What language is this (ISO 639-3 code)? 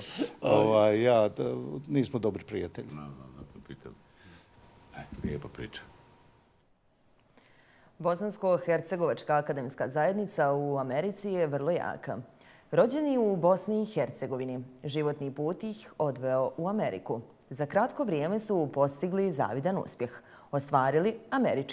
bos